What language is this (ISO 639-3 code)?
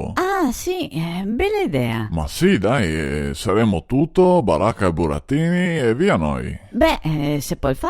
vec